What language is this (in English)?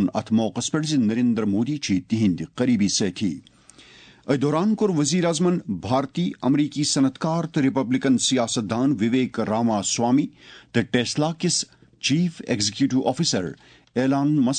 Kashmiri